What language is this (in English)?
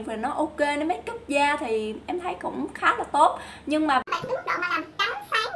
Vietnamese